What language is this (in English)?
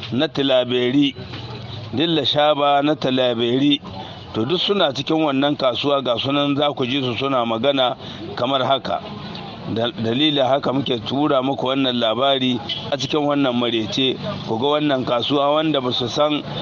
Hausa